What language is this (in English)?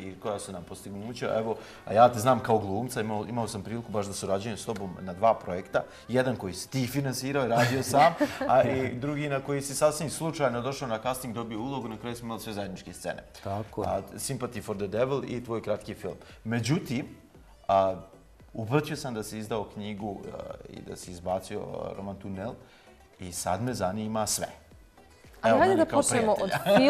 Bosnian